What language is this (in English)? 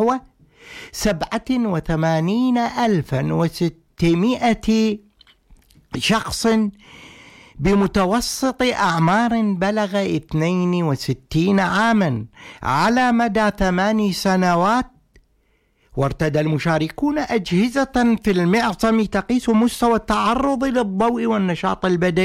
Arabic